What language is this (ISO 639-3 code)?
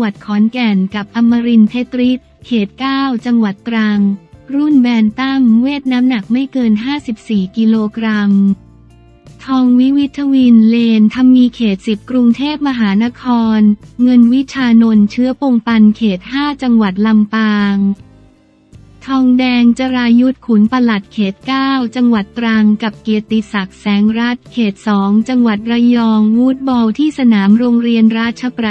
tha